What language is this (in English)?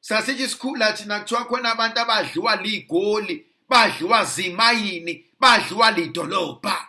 Zulu